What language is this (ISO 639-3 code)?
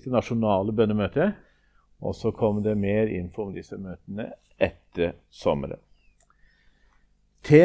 nor